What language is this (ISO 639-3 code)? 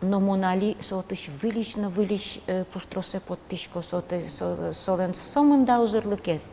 udm